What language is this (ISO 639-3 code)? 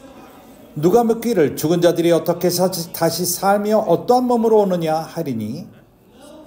kor